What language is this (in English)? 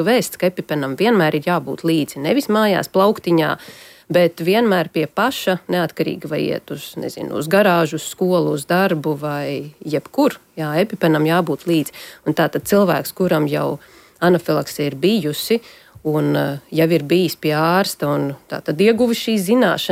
Latvian